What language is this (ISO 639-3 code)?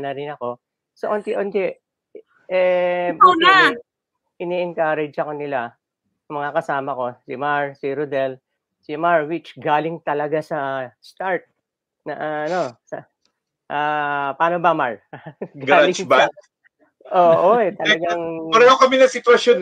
fil